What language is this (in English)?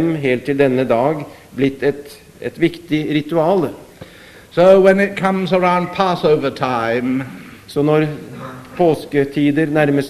Norwegian